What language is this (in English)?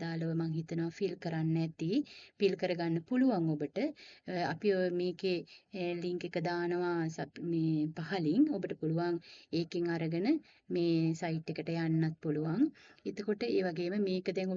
Sinhala